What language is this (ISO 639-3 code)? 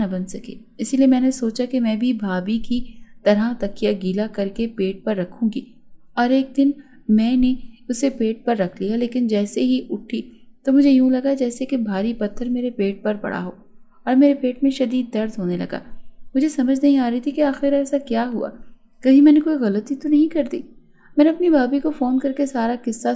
urd